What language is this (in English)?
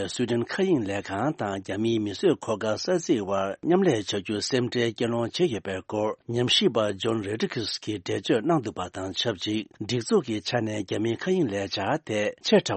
Tibetan